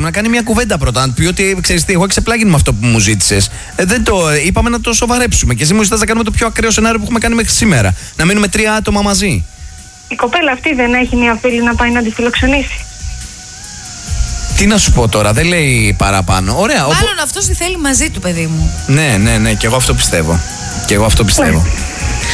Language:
Greek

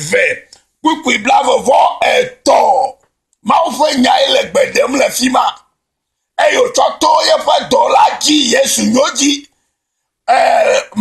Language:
Ewe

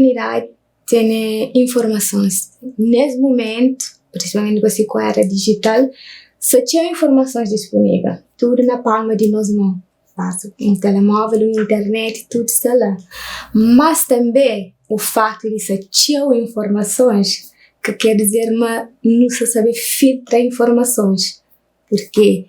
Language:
Kabuverdianu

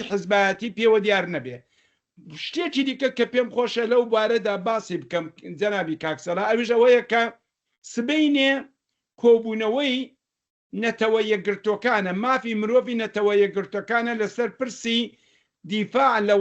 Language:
Central Kurdish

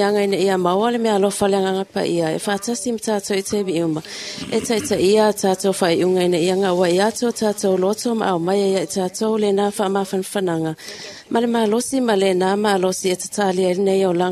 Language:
Samoan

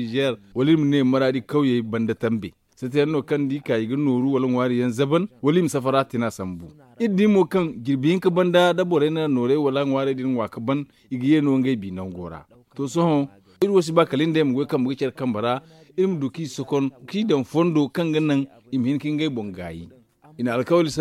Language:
Zarma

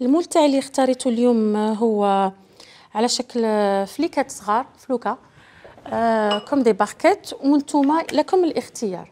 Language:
Algerian Arabic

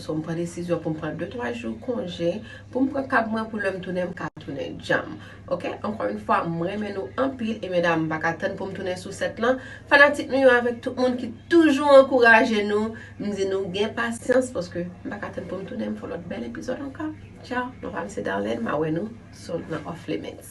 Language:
Haitian Creole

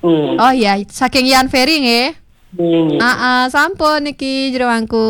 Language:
Balinese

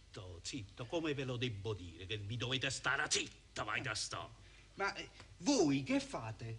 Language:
Neapolitan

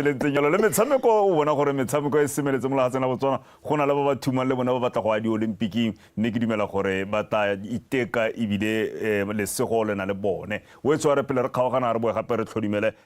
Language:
Tswana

